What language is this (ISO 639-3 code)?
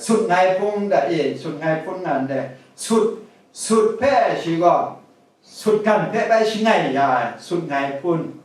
kac